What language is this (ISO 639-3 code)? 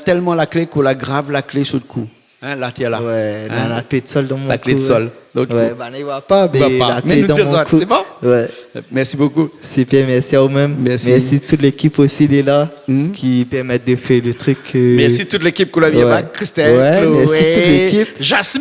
rcf